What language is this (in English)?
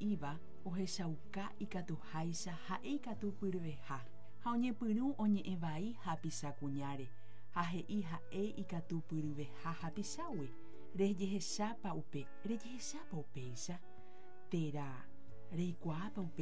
Guarani